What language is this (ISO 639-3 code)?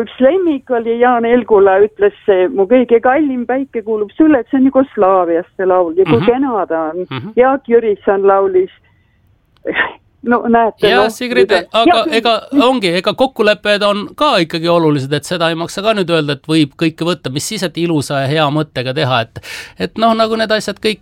est